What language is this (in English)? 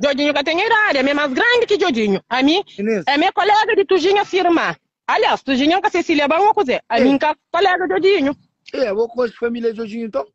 Kabuverdianu